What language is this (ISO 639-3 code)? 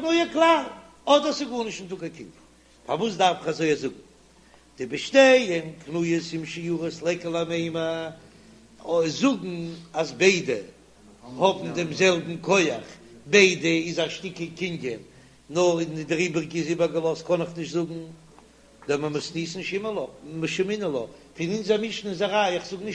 yid